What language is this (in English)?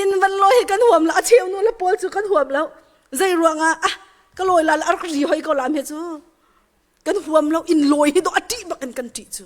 Hakha Chin